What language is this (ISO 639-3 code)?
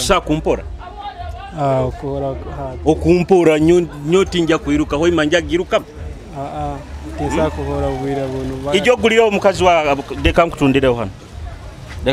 nyo